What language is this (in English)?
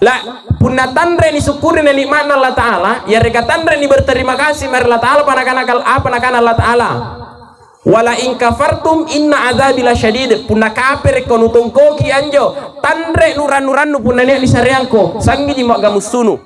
Makasar